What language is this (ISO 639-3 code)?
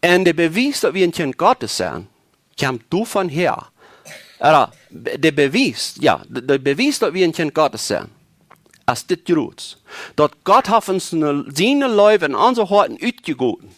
pdt